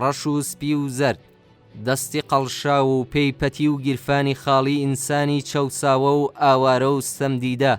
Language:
Central Kurdish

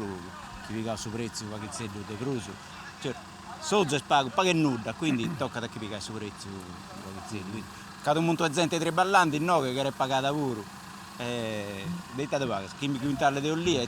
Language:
Sardinian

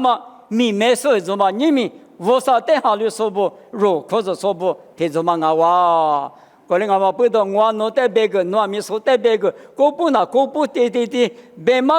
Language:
Lisu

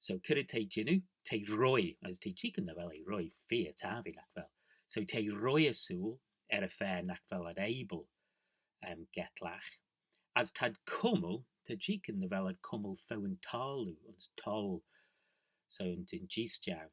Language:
Manx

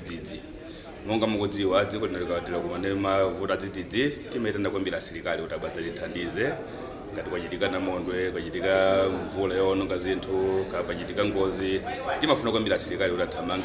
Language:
Nyanja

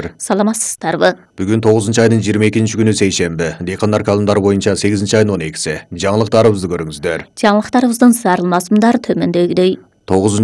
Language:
Kyrgyz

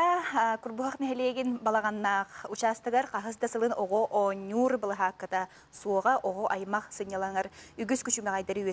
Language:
Yakut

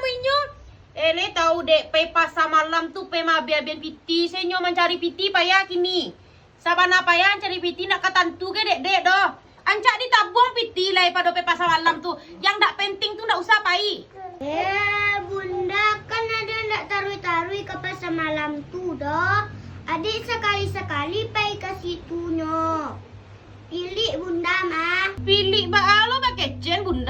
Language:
Minangkabau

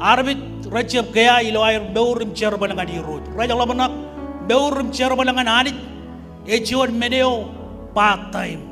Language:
Marshallese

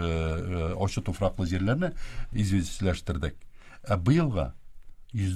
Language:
Tatar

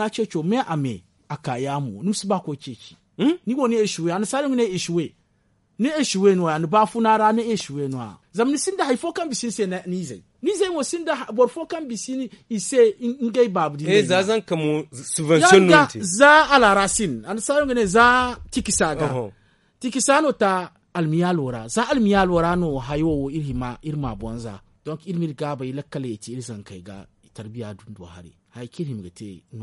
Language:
Zarma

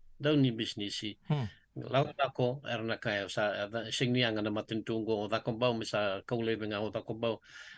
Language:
Fijian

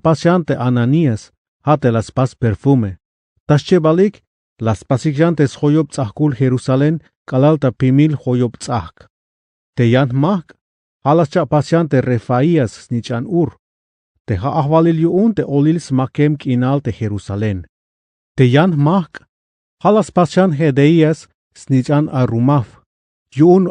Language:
Tzeltal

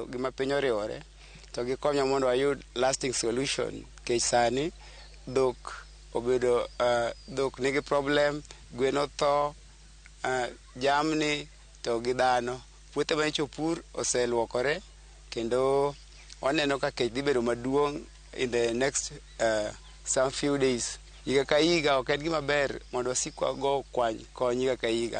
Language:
Luo (Kenya and Tanzania)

